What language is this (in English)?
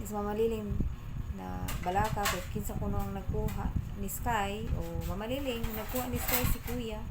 Cebuano